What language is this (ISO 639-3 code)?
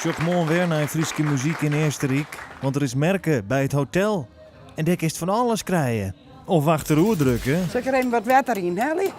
fry